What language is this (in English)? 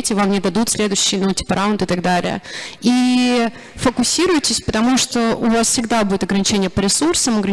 Russian